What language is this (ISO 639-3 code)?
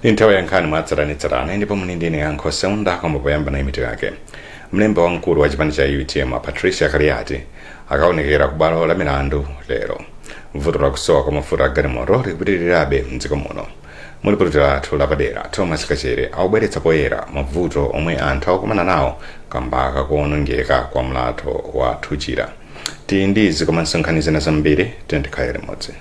nya